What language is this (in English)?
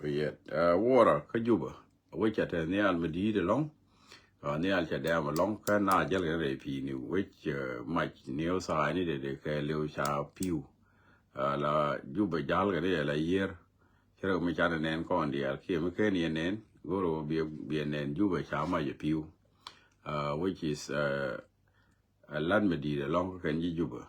Nuer